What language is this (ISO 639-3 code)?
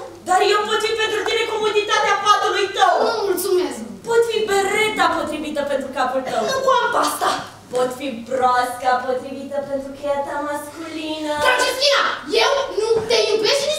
ron